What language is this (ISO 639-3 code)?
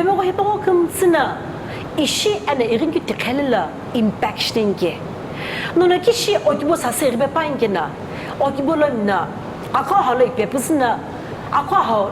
nsm